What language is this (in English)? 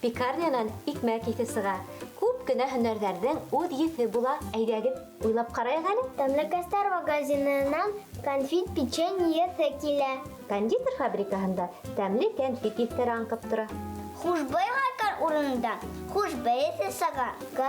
Bashkir